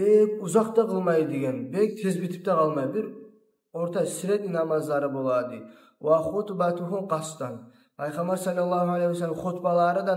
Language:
Kumyk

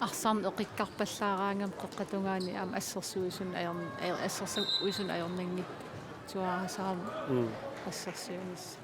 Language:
Kalaallisut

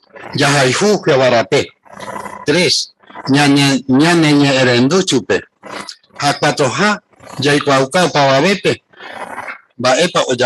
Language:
Guarani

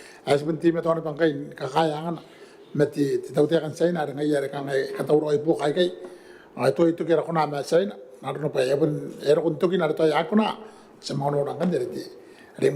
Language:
Gilbertese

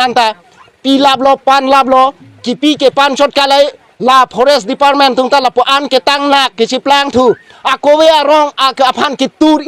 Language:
Karbi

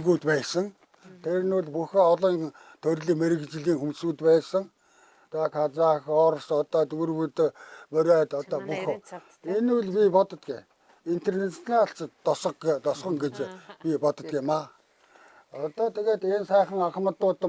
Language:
Mongolian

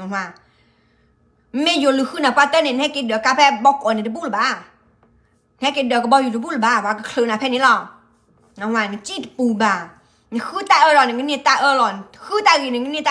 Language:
S'gaw Karen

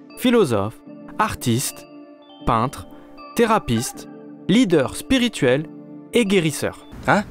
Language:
French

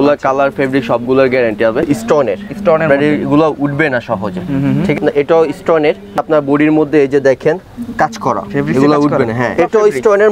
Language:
Bangla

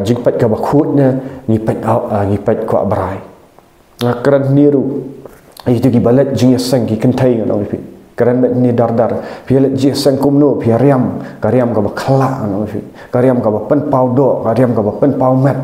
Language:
Khasi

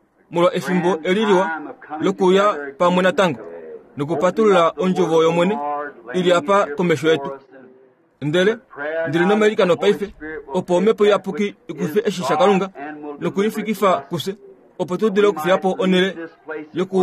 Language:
Kuanyama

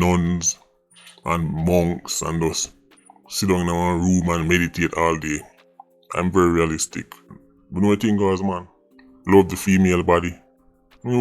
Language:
Jamaican Creole English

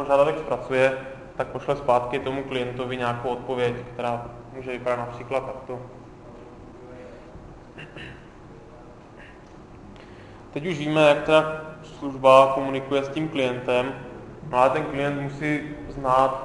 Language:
Czech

